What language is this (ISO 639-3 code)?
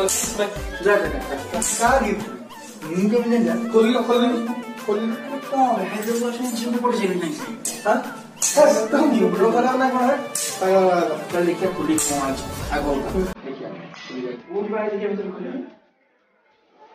ori